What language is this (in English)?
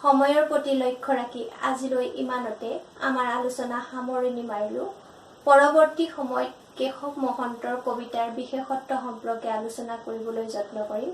Assamese